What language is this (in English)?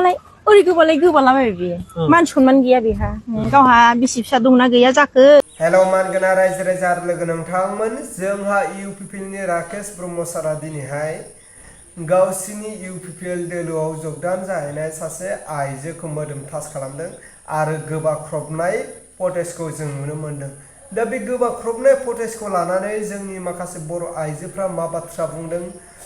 Bodo